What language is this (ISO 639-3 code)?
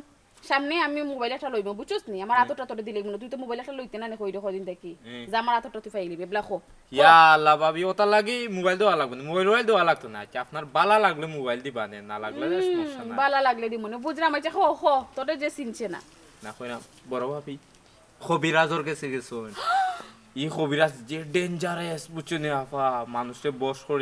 syl